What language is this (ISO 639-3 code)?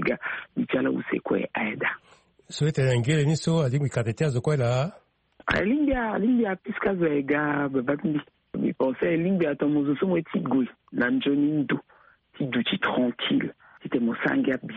sag